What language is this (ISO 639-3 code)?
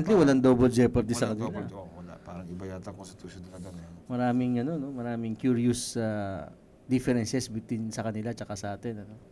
fil